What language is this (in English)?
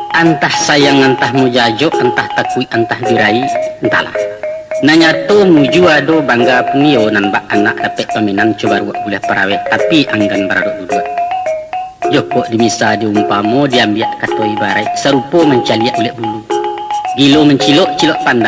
Minangkabau